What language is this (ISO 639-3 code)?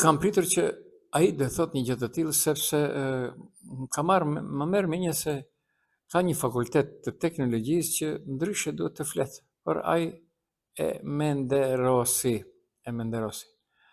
sqi